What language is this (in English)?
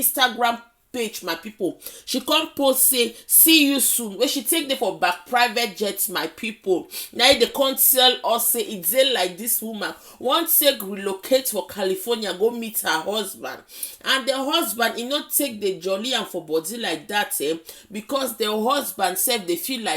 Nigerian Pidgin